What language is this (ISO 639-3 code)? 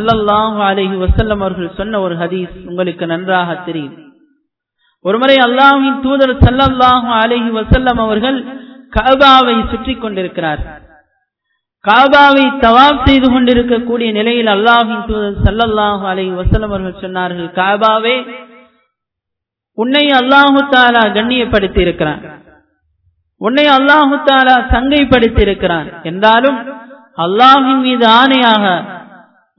tam